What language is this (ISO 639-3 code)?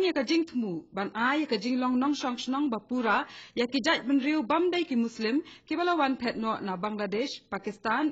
kha